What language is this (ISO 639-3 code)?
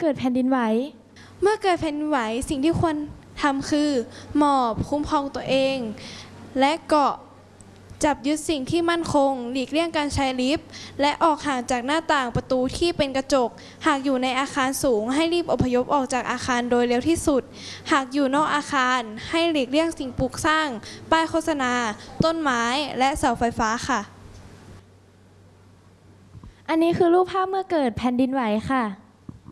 tha